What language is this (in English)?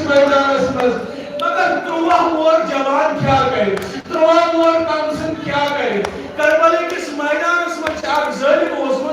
Kashmiri